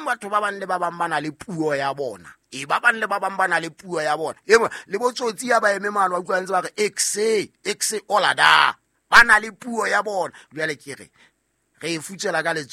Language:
Southern Sotho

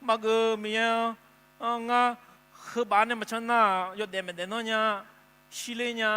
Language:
Akha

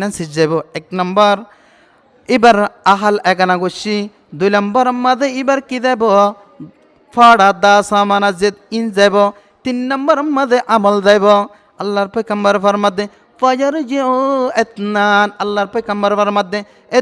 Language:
Rohingya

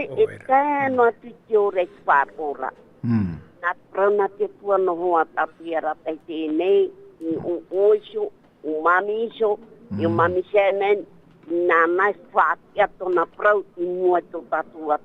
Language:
Tahitian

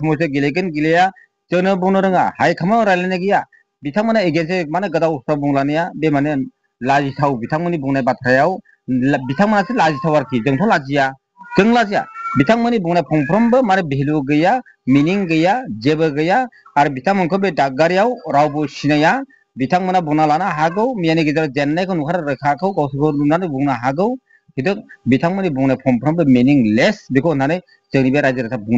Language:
Bodo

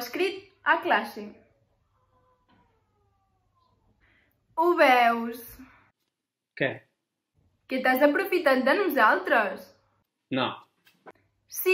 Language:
Catalan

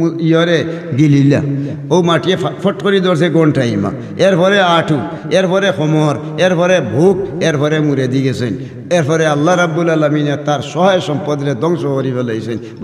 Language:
Sylheti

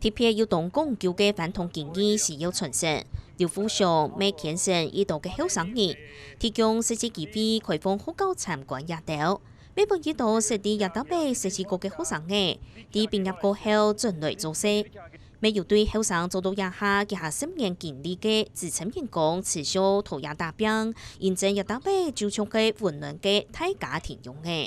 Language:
Hakka Chinese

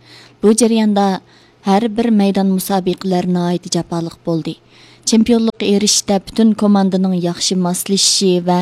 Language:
Uyghur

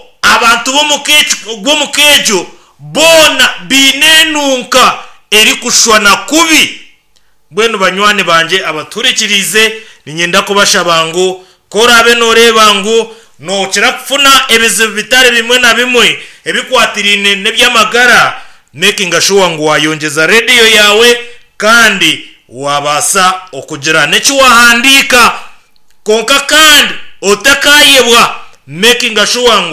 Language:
Nyankole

